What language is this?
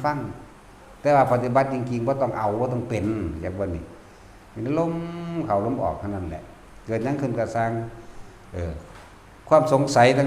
Northeastern Thai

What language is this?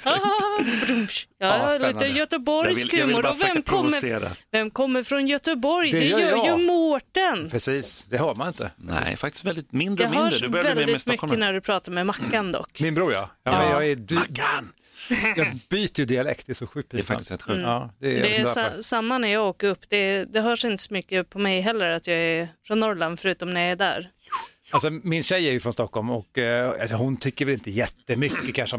Swedish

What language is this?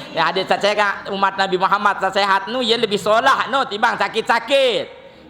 Sasak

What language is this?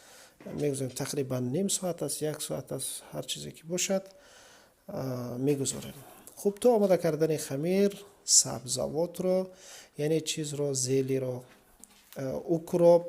Tajik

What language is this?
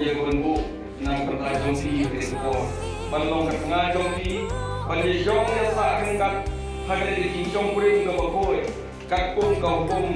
Khasi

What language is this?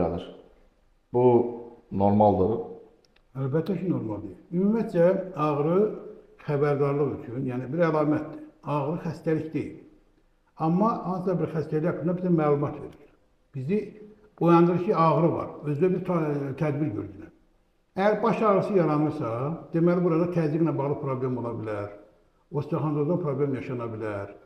Azerbaijani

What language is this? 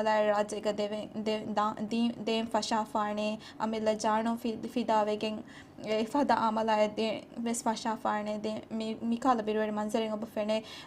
Divehi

